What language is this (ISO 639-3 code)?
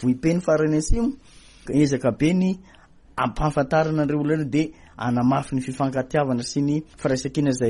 mlg